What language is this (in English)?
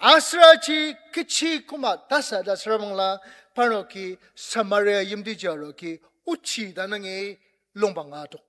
Ao Naga